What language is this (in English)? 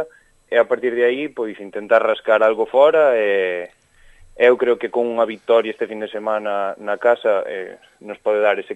Galician